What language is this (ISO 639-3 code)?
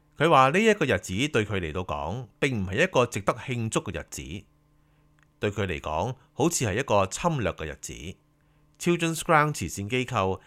yue